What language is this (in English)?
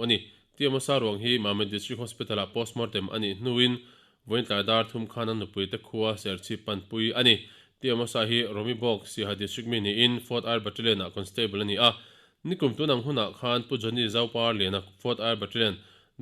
Mizo